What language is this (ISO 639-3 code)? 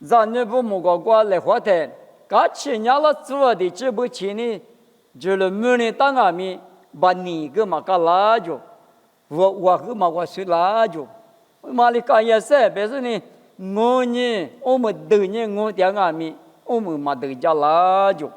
lis